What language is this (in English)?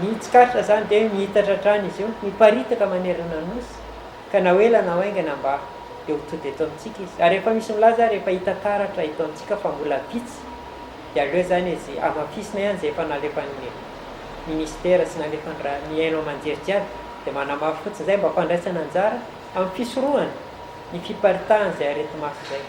Malagasy